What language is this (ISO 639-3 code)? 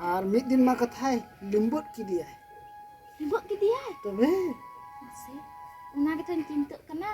sat